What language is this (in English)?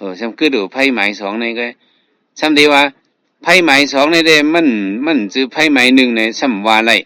Shan